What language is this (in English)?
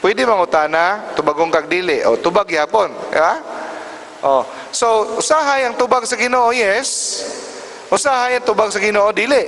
Cebuano